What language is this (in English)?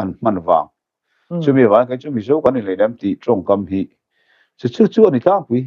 Mizo